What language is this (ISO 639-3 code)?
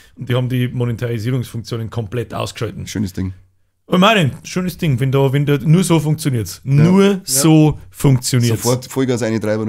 bar